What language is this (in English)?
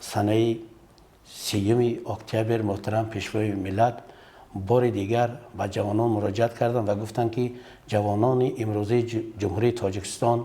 Tajik